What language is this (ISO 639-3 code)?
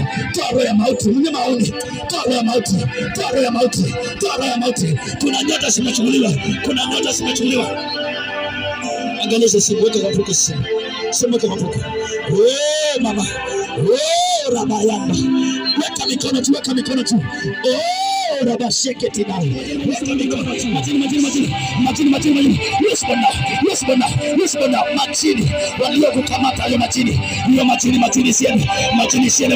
swa